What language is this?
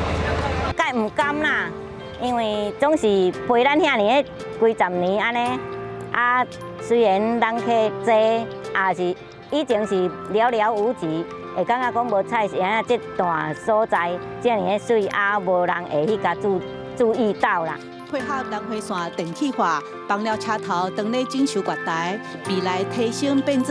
Min Nan Chinese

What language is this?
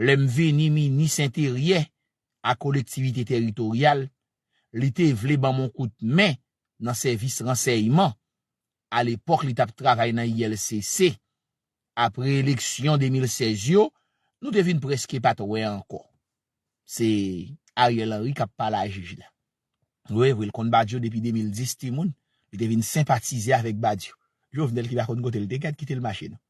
Haitian Creole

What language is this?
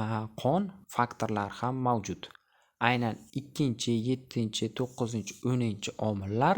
Uzbek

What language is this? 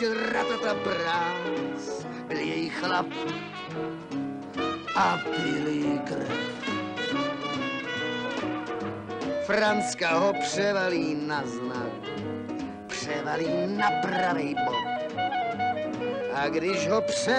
Czech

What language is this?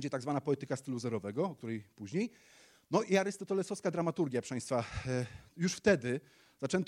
Polish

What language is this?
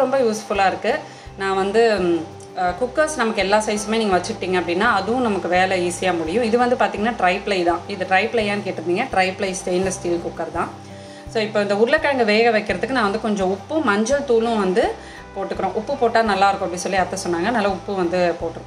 Tamil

